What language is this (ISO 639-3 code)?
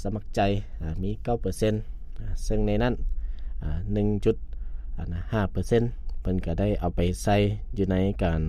lao